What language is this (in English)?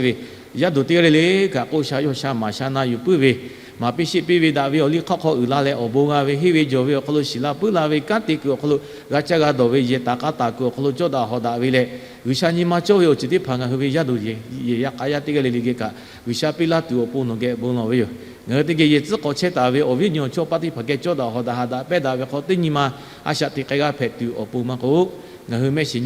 Lahu